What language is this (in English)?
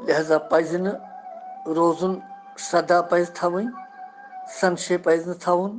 Kashmiri